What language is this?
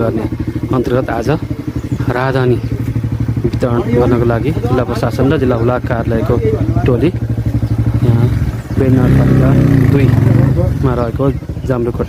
Nepali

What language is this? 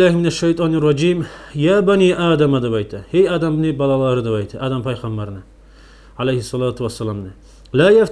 Kumyk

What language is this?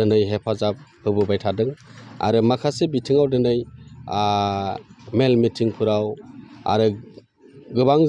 Bodo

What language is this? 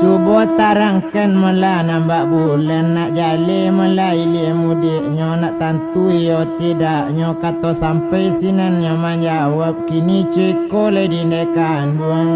Minangkabau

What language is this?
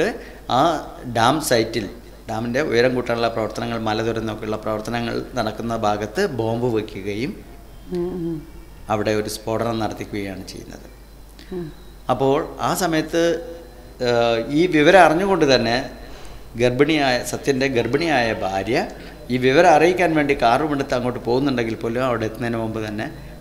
Malayalam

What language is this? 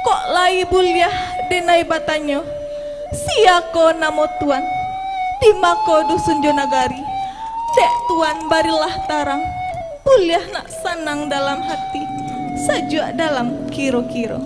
Minangkabau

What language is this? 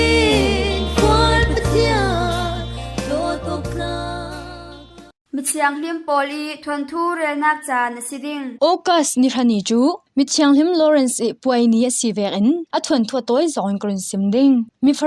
Falam Chin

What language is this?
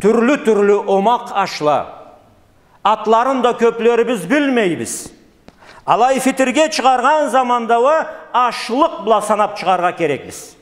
Karachay-Balkar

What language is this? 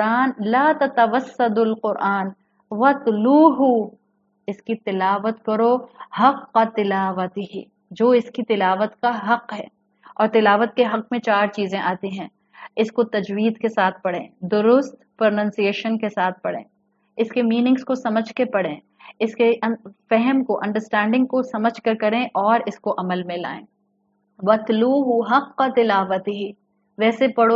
Urdu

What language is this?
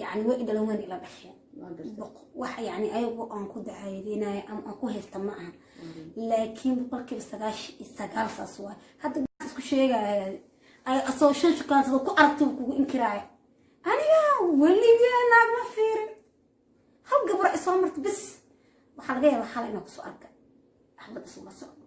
Somali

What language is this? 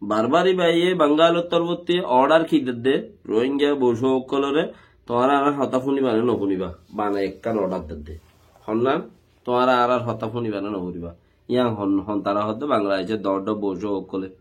Rohingya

